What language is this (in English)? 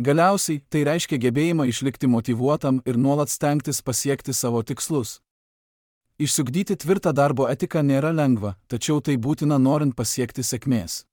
Lithuanian